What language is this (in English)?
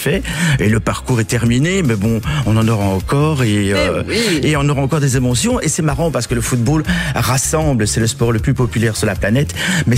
French